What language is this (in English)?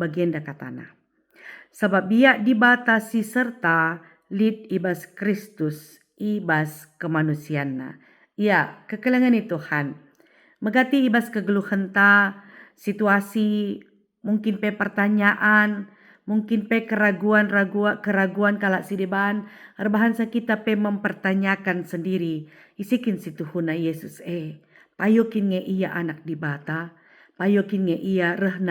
Batak Karo